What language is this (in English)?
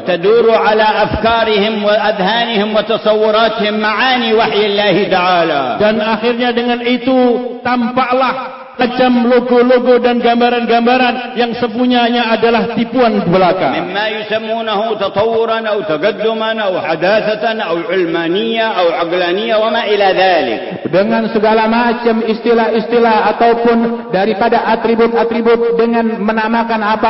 Malay